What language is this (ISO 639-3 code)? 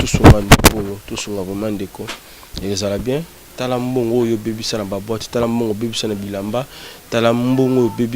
lin